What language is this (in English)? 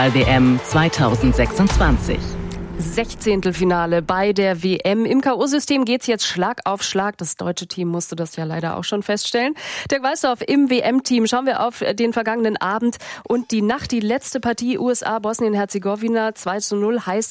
German